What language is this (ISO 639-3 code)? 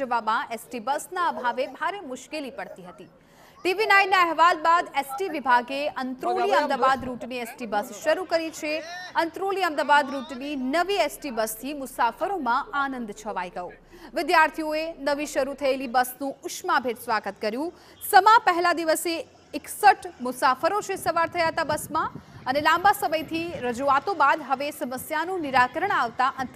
guj